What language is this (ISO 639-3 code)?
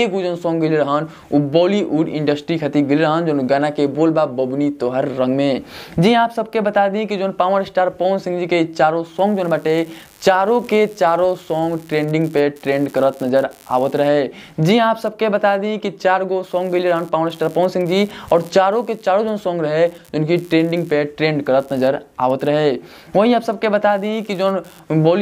bho